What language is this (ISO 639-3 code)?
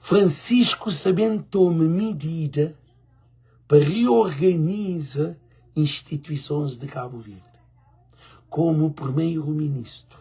kea